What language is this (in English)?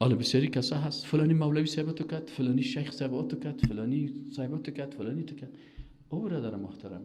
Persian